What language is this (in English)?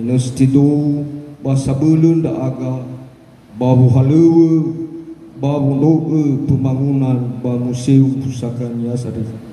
Nias